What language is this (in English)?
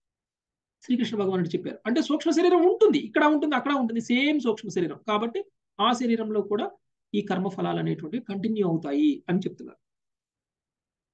Telugu